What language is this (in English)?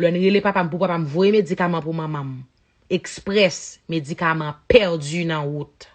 Haitian Creole